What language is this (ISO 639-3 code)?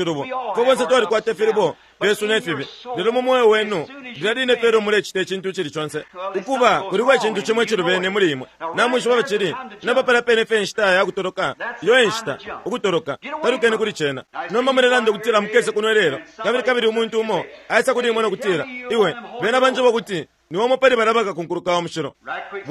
bem